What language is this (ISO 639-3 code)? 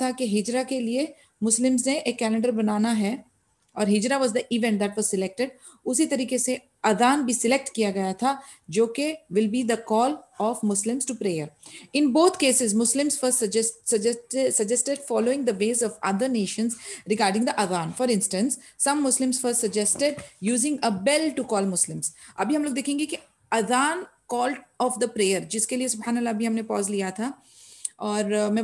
urd